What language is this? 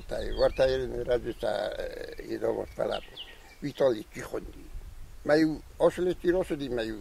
Ossetic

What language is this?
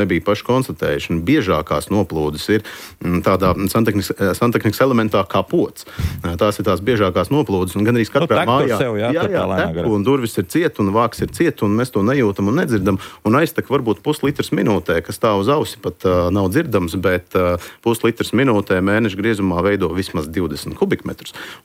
Latvian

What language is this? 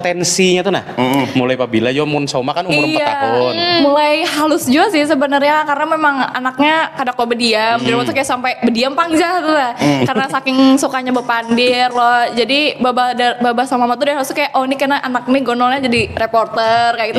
Banjar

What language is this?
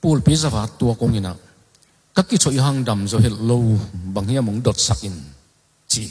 Tedim Chin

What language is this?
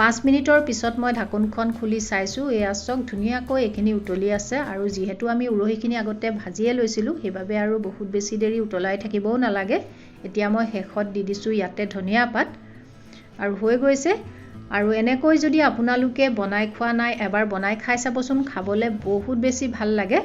Assamese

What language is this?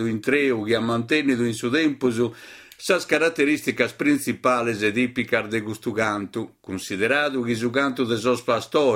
Sardinian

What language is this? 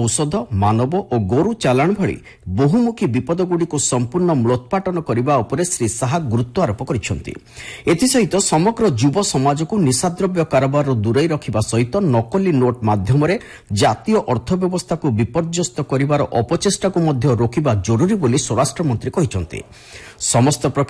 Odia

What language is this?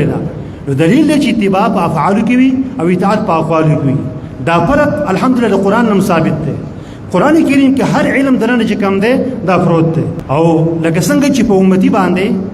Pashto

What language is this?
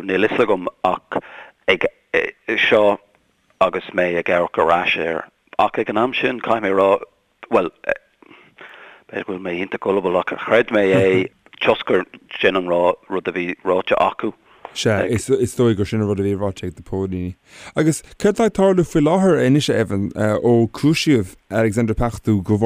Irish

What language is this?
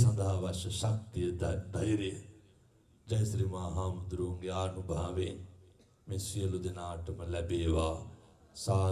Sinhala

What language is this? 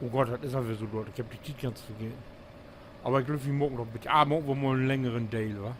Low German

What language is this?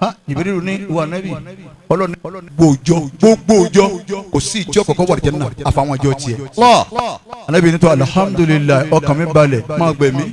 Yoruba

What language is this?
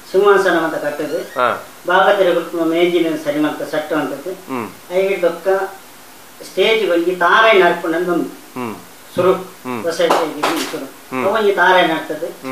Tulu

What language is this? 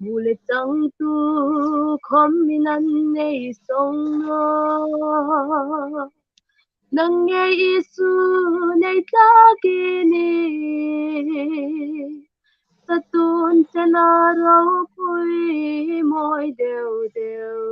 Hmar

